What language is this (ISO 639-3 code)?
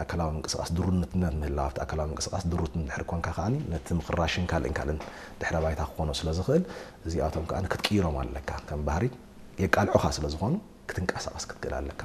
tir